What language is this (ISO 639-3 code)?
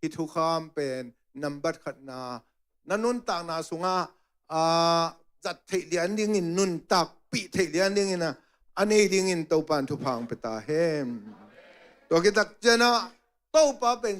ctd